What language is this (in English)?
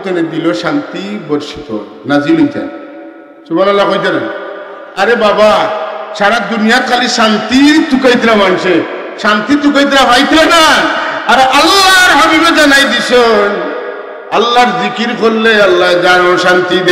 Sylheti